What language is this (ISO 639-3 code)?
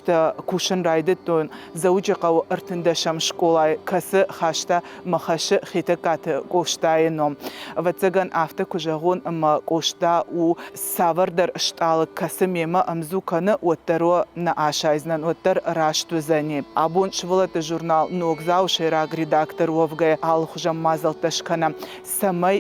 oss